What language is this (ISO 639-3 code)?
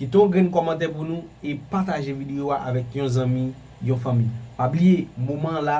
hat